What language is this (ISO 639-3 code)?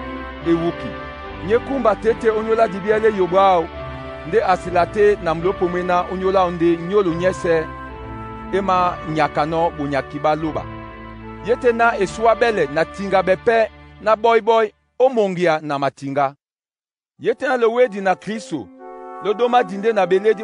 dua